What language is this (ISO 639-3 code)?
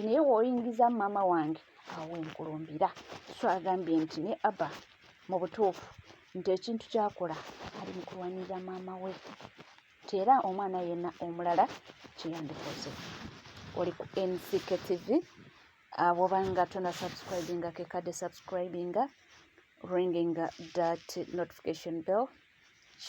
lug